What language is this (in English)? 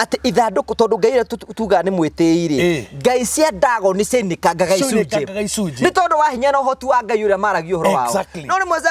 Kikuyu